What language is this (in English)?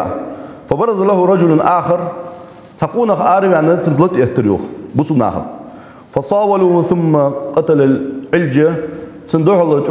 Ingush